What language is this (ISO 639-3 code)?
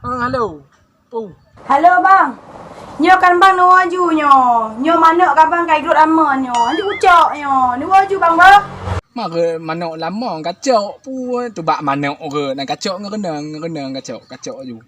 ace